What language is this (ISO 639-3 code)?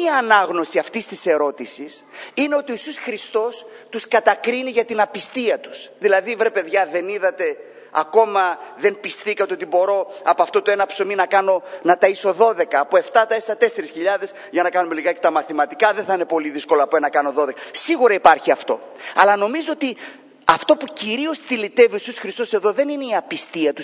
ell